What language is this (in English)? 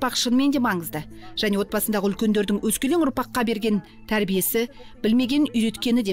Kazakh